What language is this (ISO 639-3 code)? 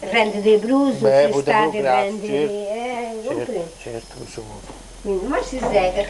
srd